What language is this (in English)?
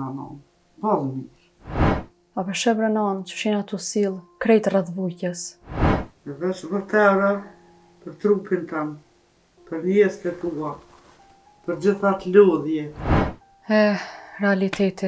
Albanian